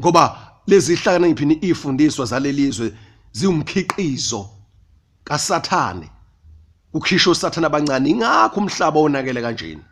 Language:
Zulu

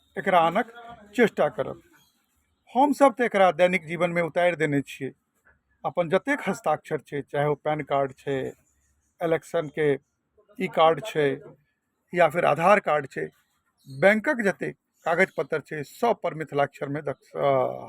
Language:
Maithili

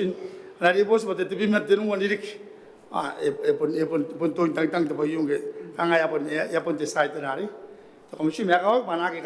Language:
Gilbertese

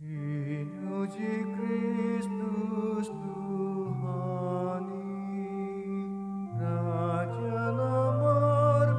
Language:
Batak Toba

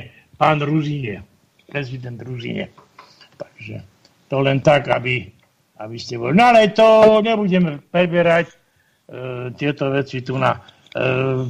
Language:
Slovak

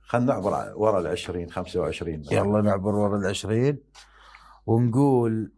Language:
Mesopotamian Arabic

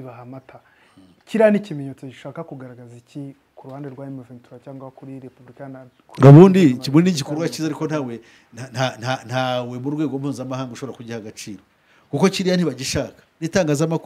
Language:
Kinyarwanda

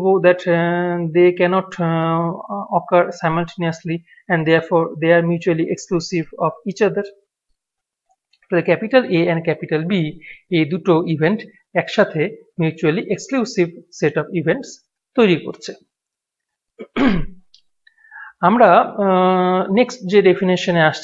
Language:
Bangla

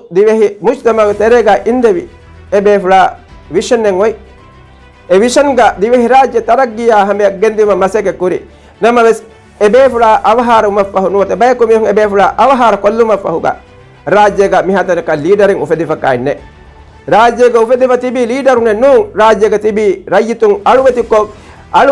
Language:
Divehi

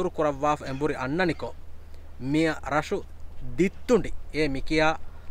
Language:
Divehi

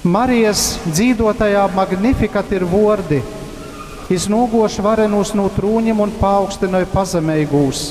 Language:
Latgalian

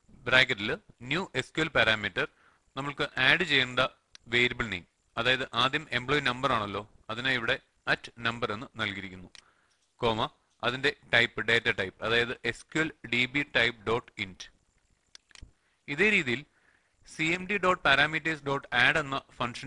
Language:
Malayalam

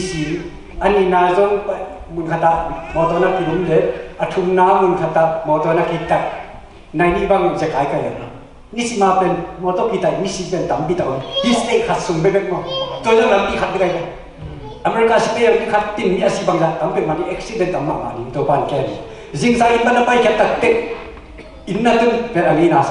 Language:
Tedim Chin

